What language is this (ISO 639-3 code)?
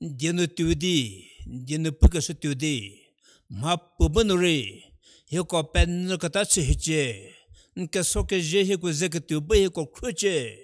njm